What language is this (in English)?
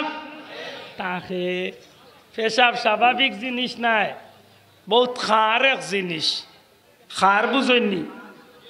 Sylheti